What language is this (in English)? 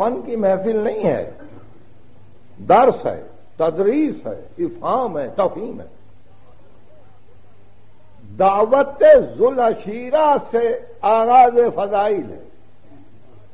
Urdu